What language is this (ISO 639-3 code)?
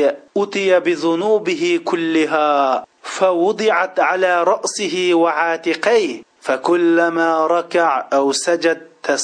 uig